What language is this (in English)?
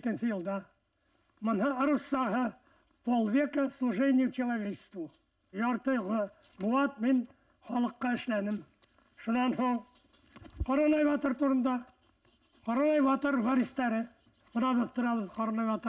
Bashkir